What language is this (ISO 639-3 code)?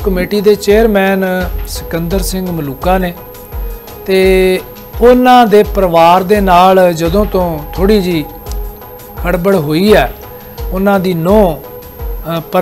pan